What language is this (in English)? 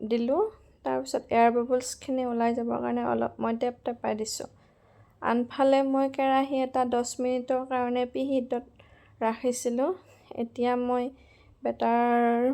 Assamese